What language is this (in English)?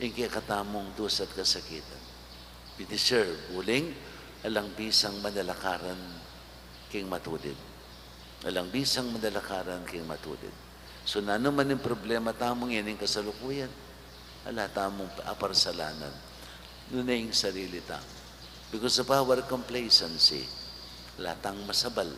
Pampanga